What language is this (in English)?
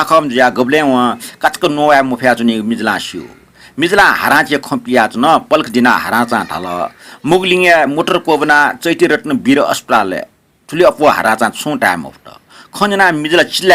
Newari